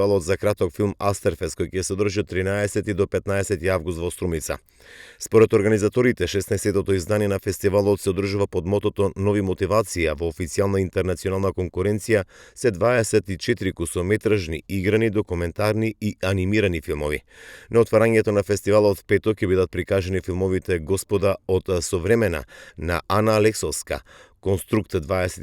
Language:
Macedonian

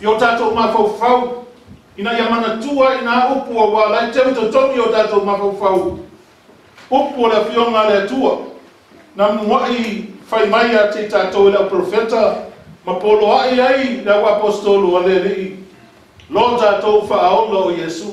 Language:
Samoan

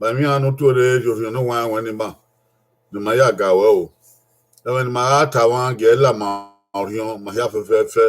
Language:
Bini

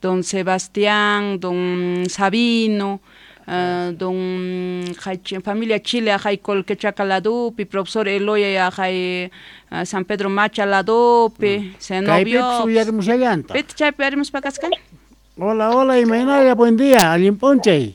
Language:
South Bolivian Quechua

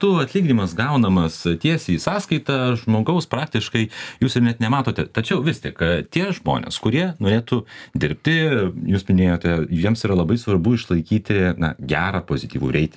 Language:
Lithuanian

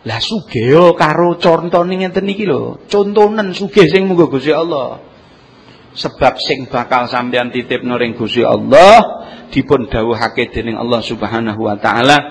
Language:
Javanese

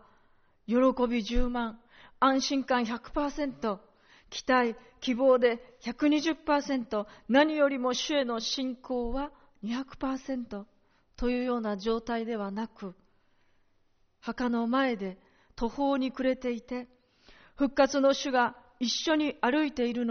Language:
Japanese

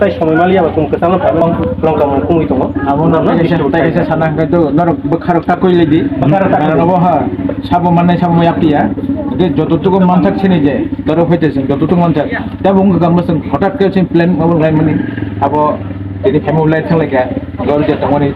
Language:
Kok Borok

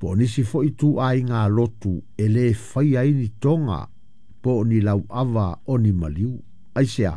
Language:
Samoan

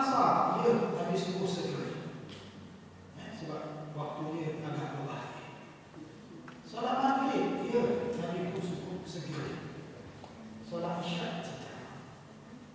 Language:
Malay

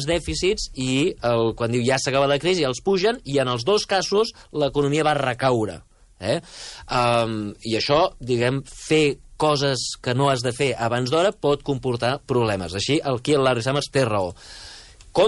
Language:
Catalan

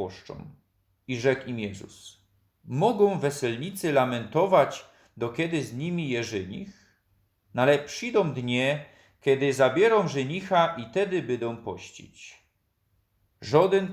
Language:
Silesian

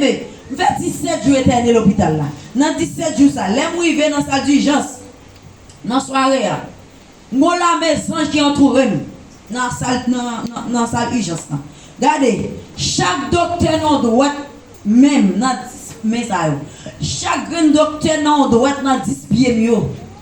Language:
Haitian Creole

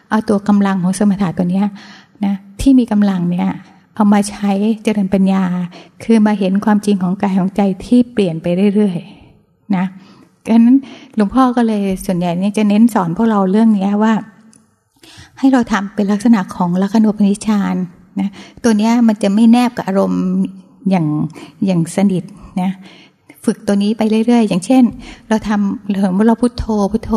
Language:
Thai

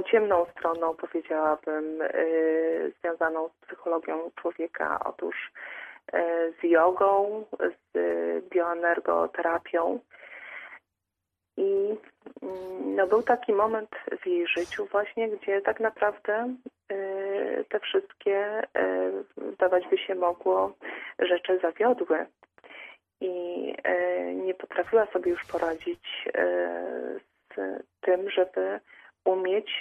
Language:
Polish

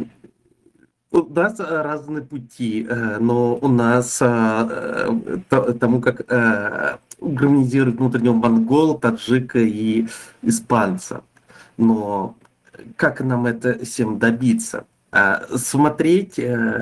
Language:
Russian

